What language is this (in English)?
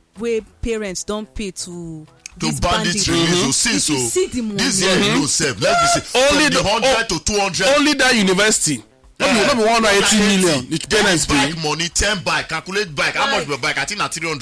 Nigerian Pidgin